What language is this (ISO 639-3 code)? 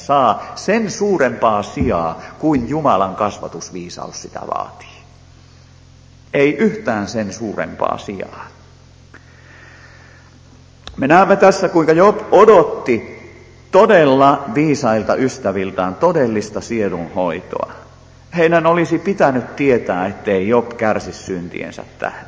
fin